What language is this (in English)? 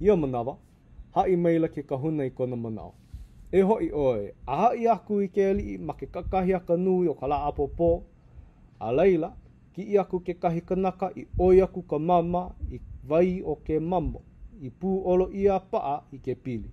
Hawaiian